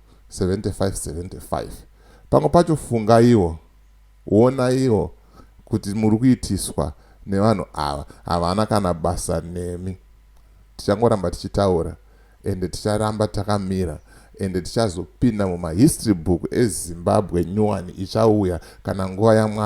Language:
Shona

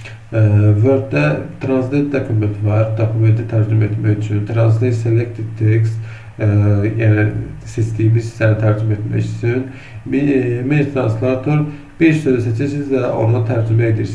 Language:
Azerbaijani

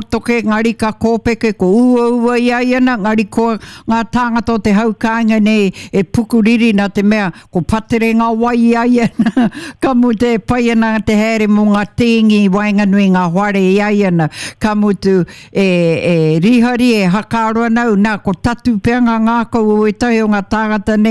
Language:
Māori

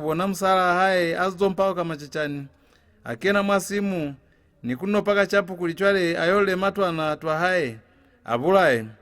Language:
Lozi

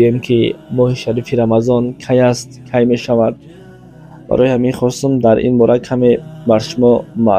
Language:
Tajik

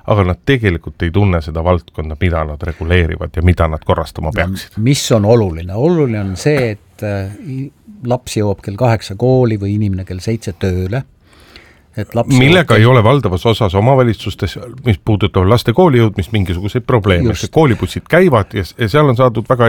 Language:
Estonian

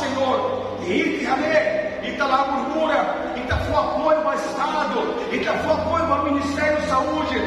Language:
Tetum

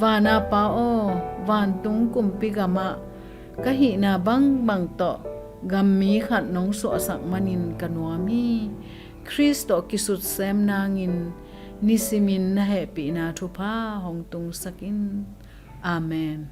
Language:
Tedim Chin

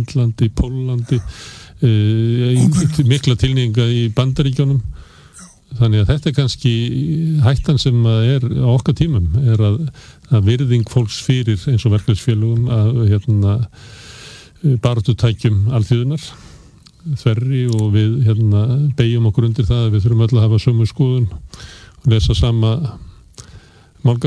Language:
Icelandic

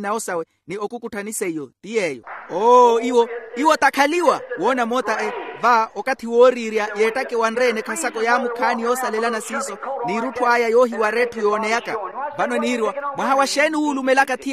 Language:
Makhuwa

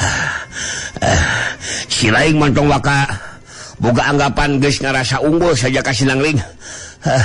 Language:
Sundanese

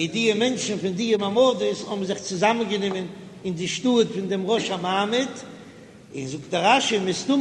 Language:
Yiddish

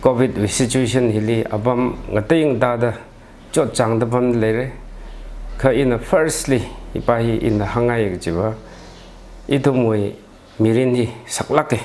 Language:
Tangkhul Naga (India)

